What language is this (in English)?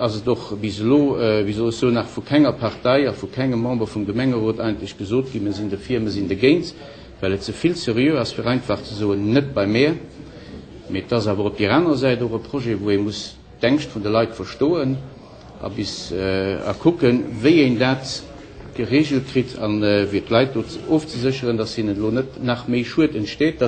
Luxembourgish